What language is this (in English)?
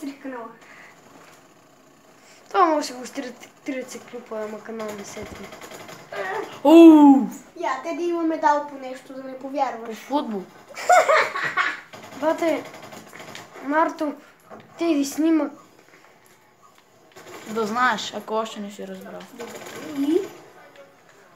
Bulgarian